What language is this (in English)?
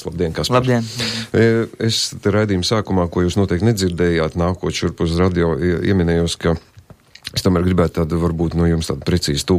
Latvian